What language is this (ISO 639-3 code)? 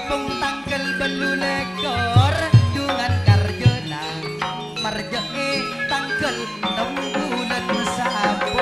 mad